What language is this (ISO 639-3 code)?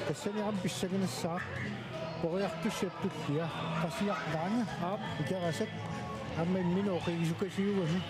kal